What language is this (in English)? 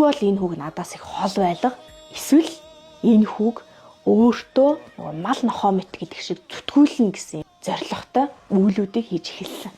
Mongolian